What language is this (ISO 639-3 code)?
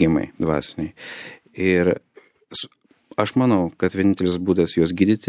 lit